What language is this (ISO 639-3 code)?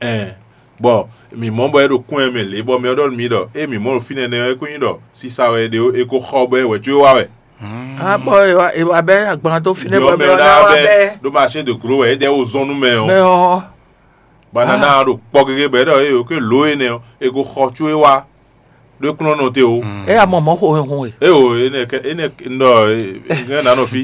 fon